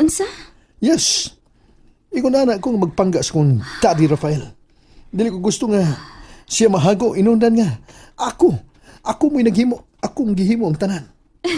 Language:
Cebuano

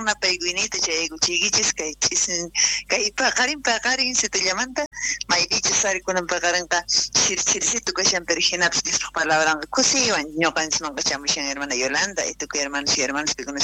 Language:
South Bolivian Quechua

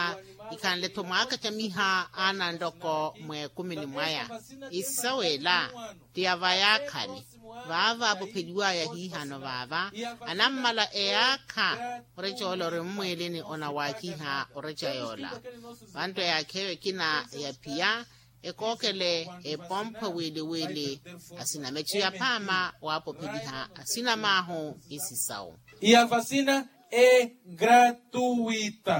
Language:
Makhuwa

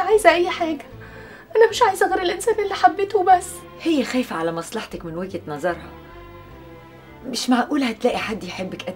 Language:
Egyptian Arabic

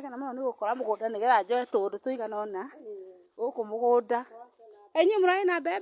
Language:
Kikuyu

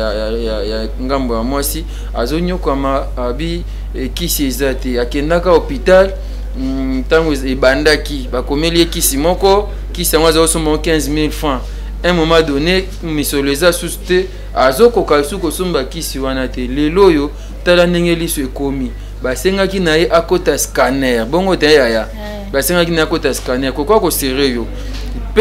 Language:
Lingala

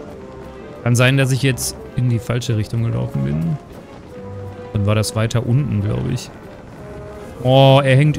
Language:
German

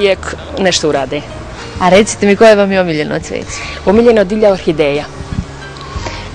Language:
Bosnian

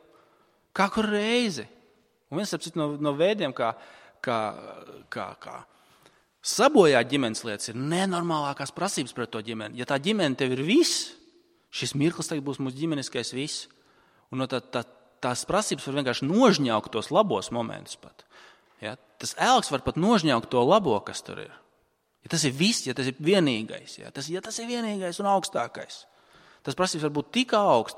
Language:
Latvian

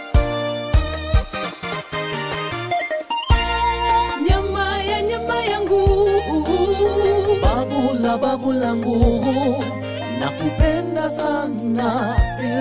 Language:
Swahili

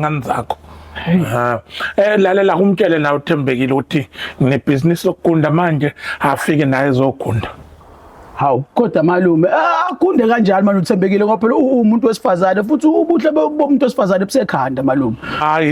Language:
Zulu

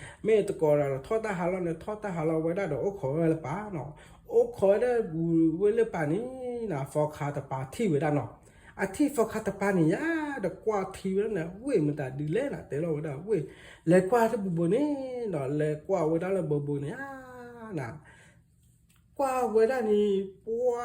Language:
S'gaw Karen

